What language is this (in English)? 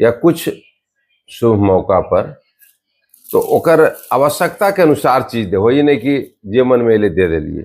Magahi